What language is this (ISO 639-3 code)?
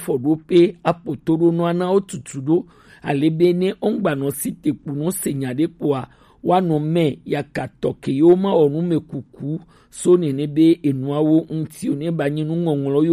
gej